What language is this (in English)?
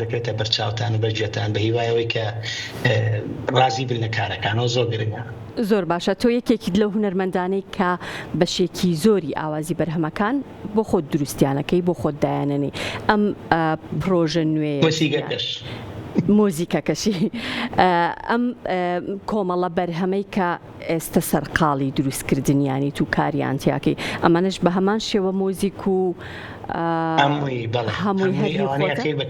Central Kurdish